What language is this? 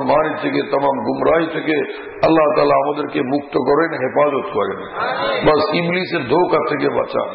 Bangla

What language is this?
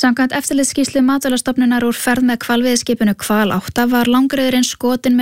Icelandic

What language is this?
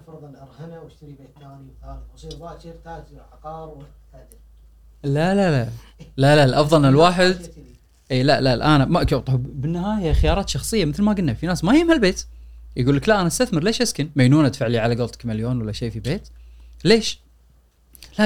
Gulf Arabic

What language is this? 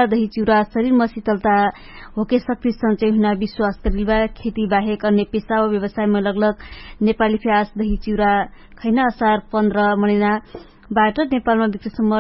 Dangaura Tharu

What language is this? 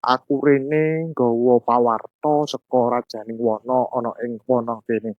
Javanese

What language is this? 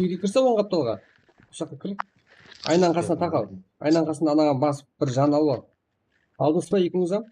Kara-Kalpak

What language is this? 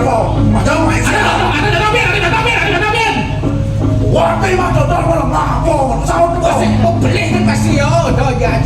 Balinese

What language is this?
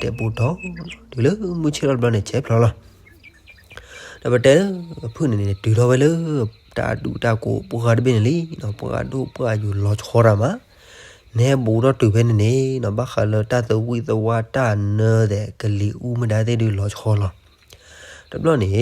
S'gaw Karen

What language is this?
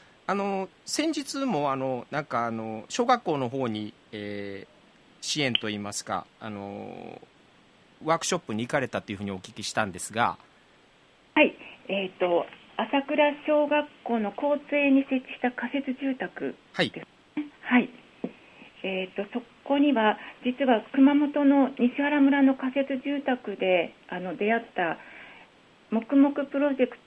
Japanese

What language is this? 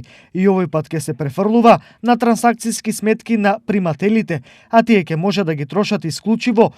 Macedonian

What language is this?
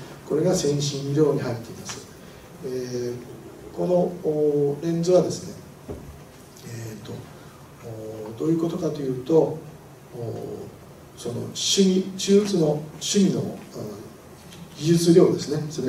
Japanese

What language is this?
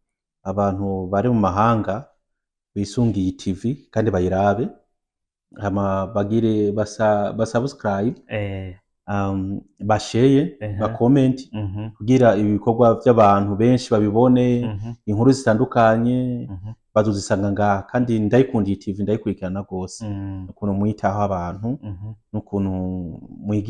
Rundi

